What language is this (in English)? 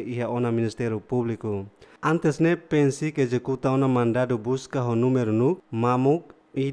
Tetum